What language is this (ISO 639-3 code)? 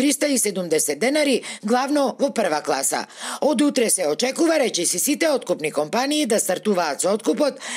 mkd